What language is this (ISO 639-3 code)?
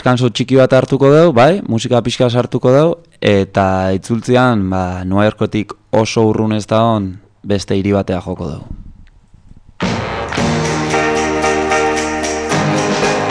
eus